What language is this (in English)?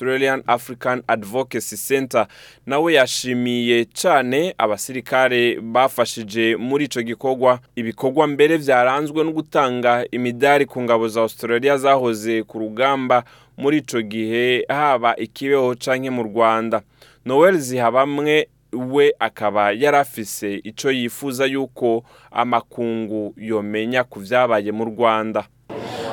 Rundi